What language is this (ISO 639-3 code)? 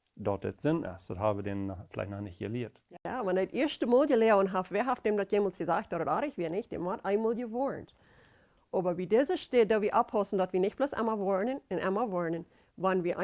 pdt